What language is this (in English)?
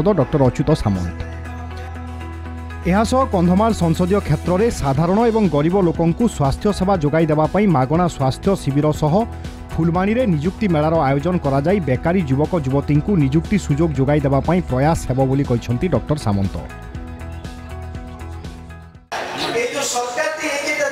Odia